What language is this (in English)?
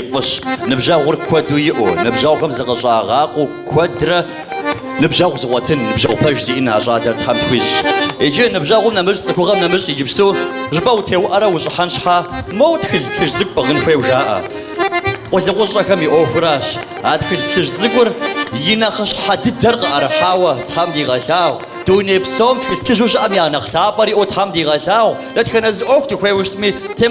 Kabardian